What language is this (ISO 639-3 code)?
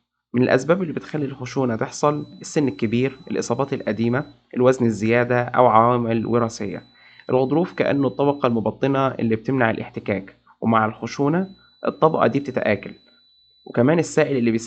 arz